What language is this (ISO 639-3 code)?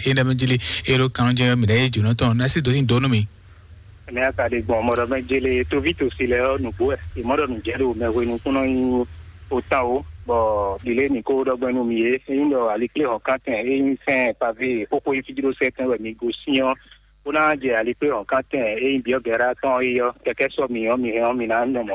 fon